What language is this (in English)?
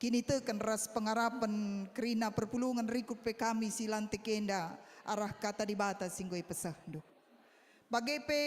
Batak Karo